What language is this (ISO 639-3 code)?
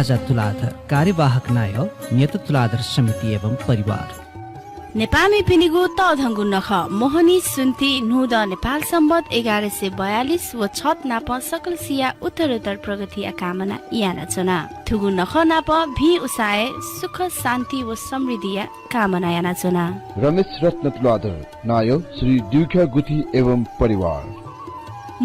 new